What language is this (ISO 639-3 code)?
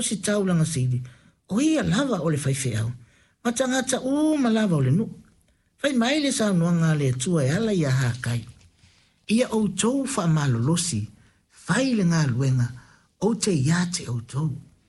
smo